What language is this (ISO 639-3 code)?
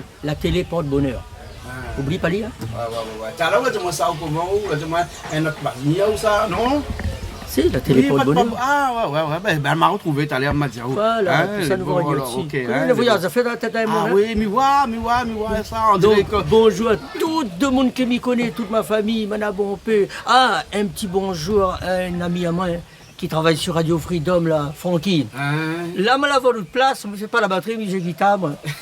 rcf